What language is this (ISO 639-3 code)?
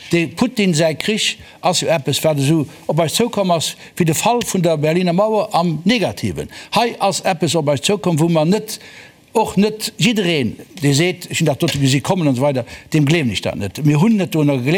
ltz